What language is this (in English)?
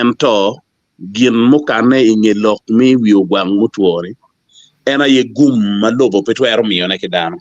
Acoli